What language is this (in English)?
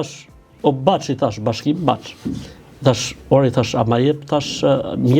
Albanian